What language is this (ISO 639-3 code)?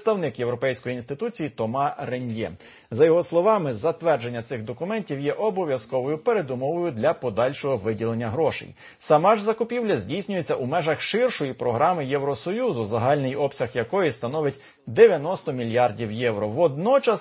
ukr